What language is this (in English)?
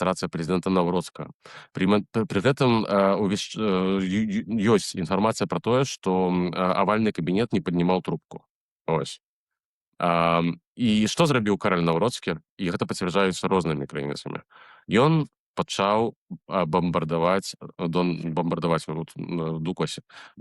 Belarusian